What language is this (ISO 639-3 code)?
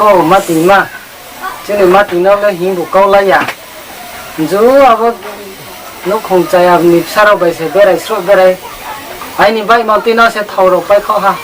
ria